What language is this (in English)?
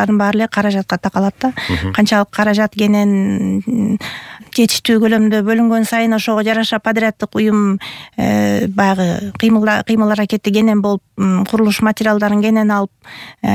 Kyrgyz